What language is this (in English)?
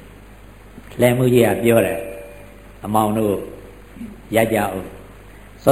Burmese